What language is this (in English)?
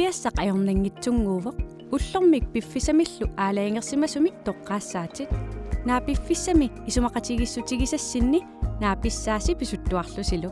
Kalaallisut